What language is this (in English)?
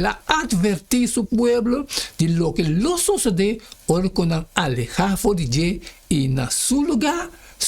Papiamento